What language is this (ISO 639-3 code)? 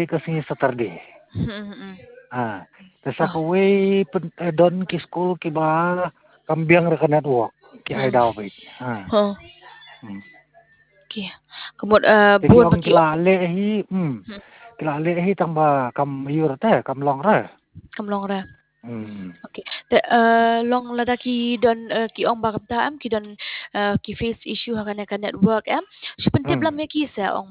kha